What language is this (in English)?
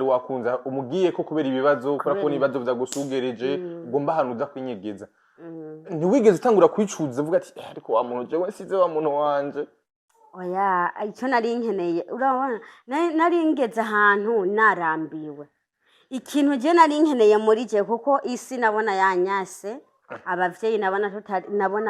Rundi